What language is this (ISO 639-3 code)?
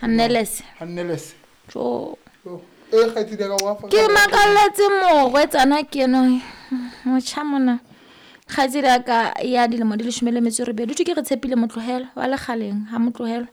sot